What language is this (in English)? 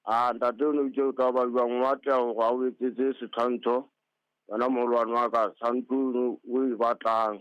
Southern Sotho